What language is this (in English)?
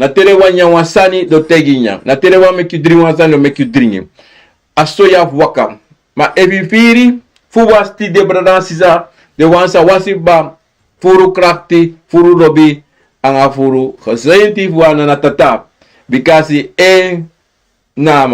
Sranan Tongo